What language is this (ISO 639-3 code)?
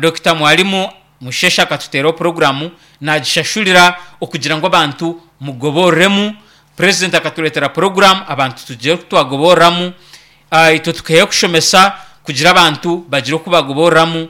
nyn